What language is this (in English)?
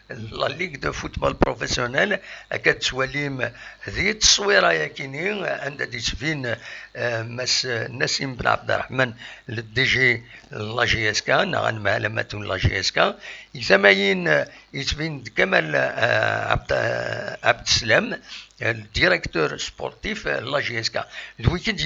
Kabyle